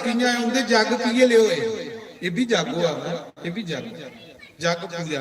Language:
Dogri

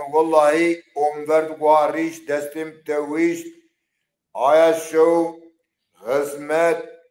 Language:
Zaza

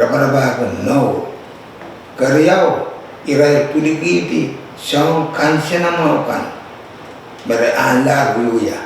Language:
Pohnpeian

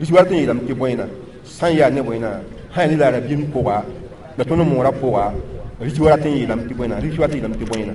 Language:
Mossi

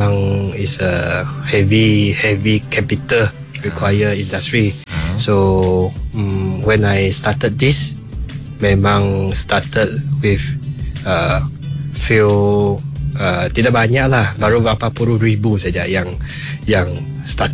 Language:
Iban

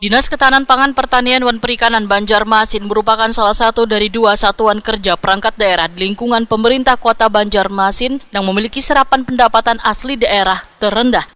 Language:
Banjar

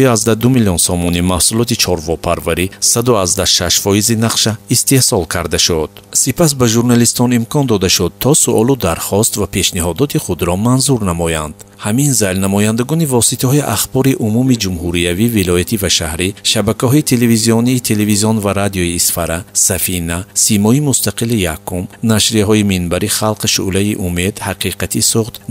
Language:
Tajik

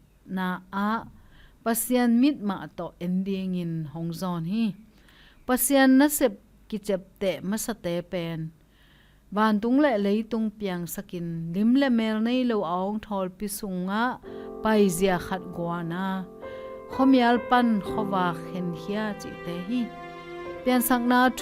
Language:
Tedim Chin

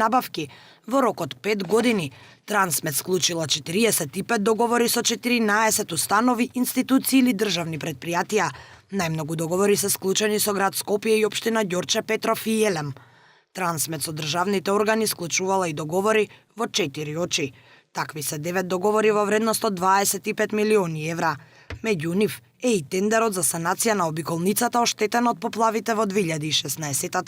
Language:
Macedonian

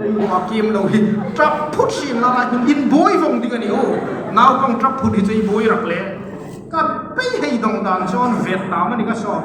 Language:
Hmar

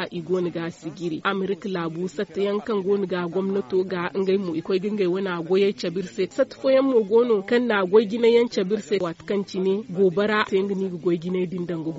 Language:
Zarma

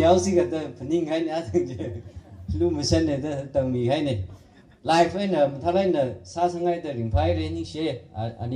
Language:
Tangkhul Naga (India)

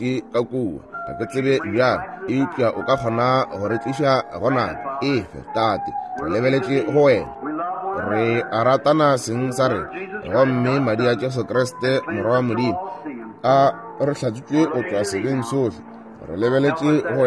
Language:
Northern Sotho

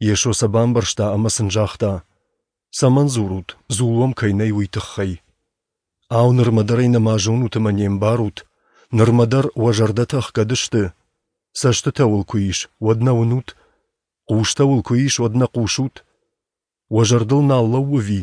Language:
Ossetic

